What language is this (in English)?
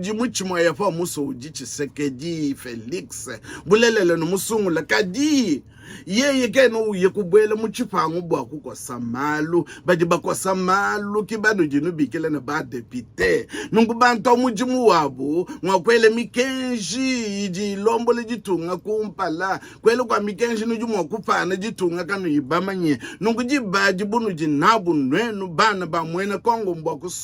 Luba-Lulua